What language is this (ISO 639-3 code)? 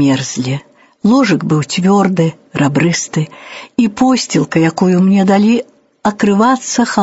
bel